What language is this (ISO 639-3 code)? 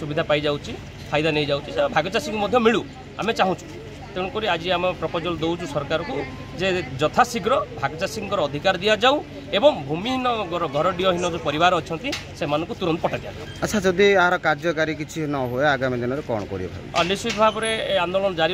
ori